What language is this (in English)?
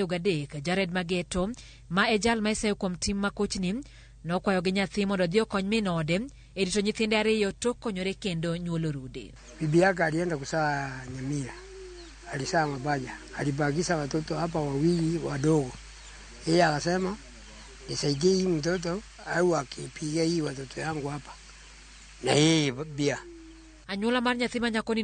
Luo (Kenya and Tanzania)